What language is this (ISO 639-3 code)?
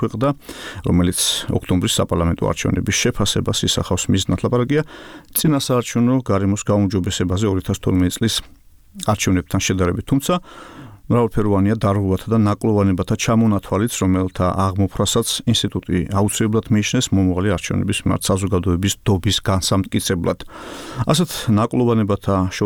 kat